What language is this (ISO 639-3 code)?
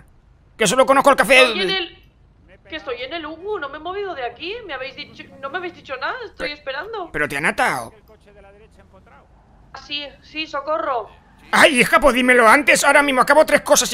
spa